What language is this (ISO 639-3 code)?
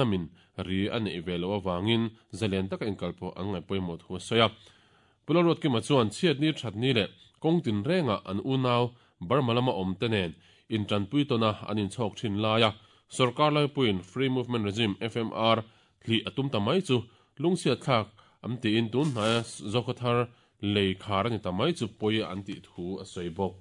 lus